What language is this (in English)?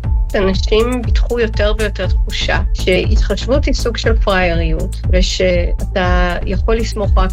Hebrew